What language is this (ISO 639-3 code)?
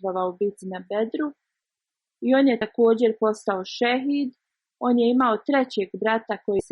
bos